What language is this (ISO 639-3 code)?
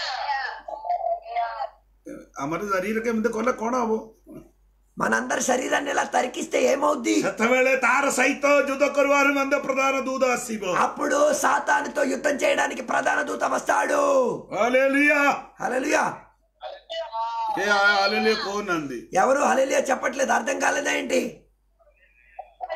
tel